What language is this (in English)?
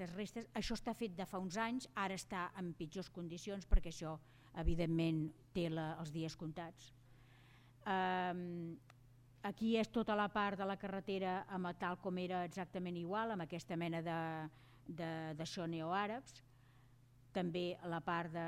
Catalan